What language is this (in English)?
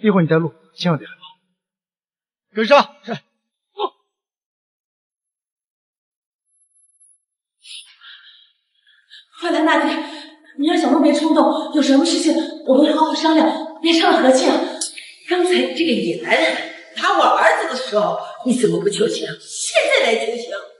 Chinese